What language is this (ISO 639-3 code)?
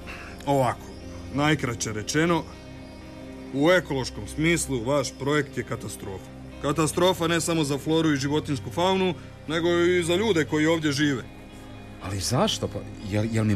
hrv